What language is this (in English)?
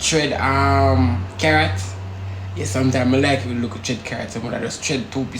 Jamaican Creole English